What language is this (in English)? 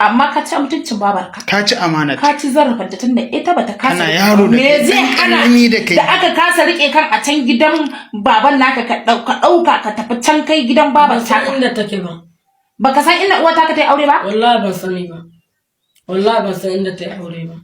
Hausa